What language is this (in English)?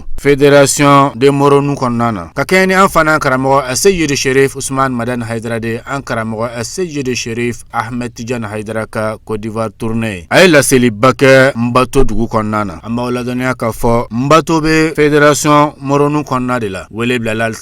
Bambara